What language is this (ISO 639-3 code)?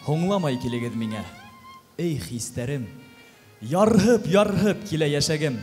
bak